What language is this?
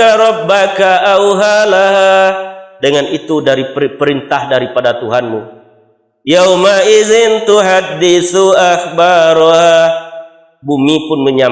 Minangkabau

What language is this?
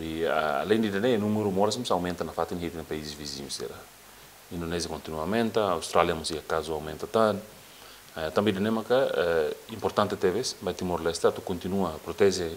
Tetum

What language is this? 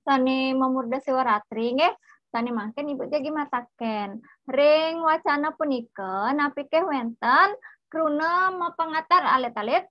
Balinese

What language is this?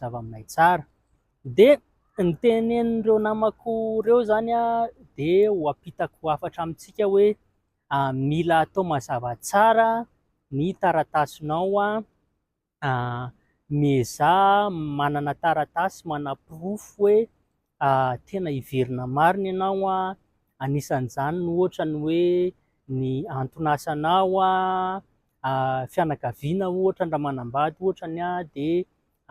Malagasy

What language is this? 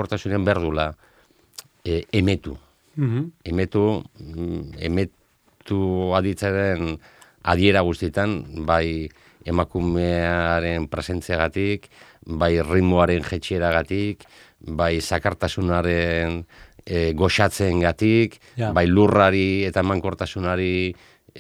Basque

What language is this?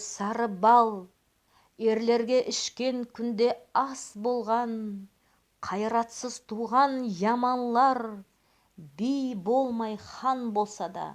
Nogai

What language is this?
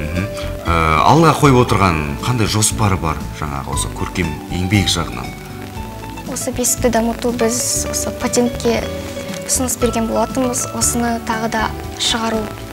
Kazakh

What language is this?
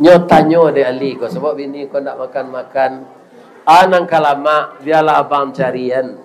Minangkabau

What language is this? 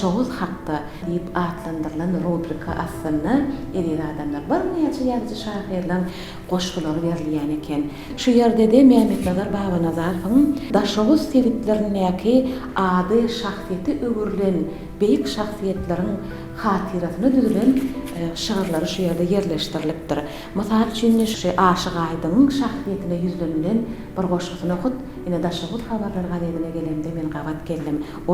Turkmen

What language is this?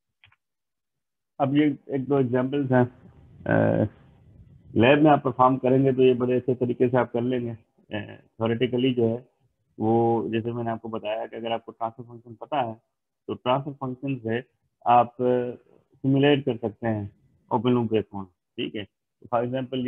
Hindi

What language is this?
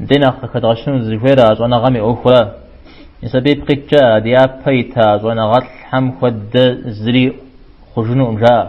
Kabardian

